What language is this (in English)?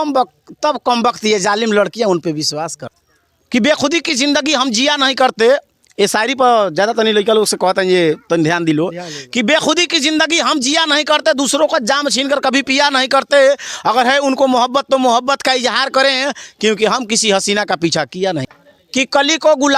Bhojpuri